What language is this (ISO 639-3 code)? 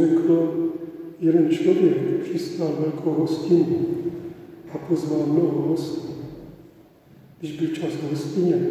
ces